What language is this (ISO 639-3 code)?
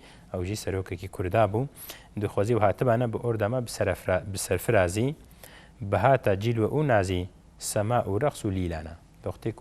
kur